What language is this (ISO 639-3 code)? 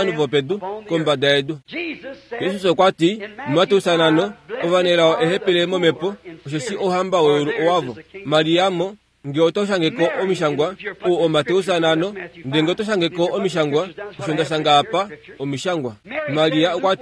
kua